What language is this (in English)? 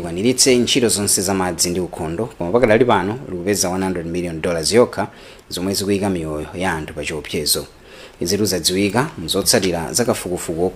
Nyanja